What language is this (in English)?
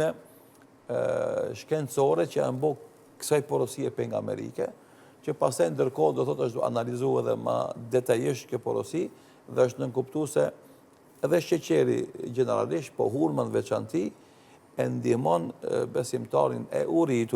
Albanian